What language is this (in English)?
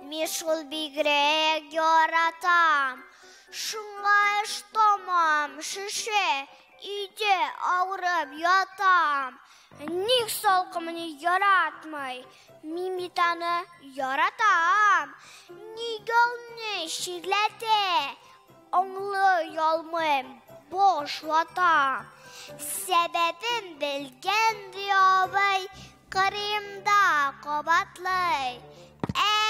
Tatar